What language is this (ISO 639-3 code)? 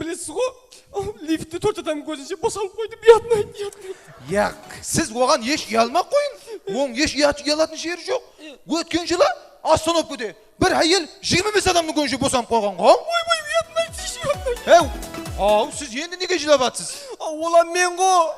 kaa